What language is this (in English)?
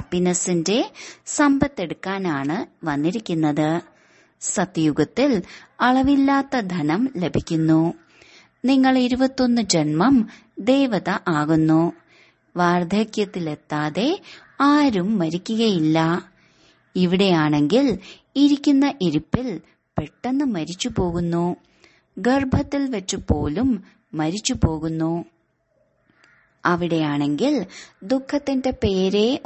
Malayalam